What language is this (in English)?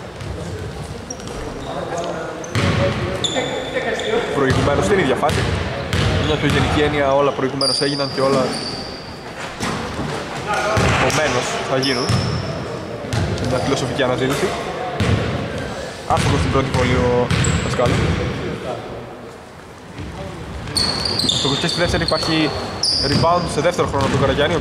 Greek